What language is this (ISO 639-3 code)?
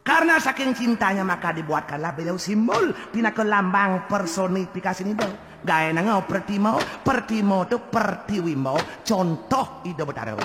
ban